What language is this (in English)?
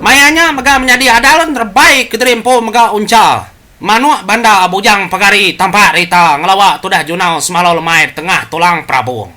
Iban